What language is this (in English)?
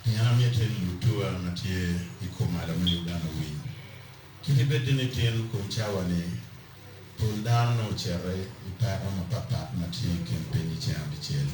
Acoli